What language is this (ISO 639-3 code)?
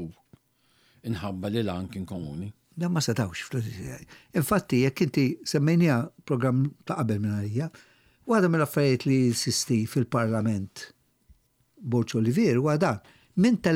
mlt